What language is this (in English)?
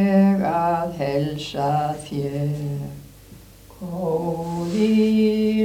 Icelandic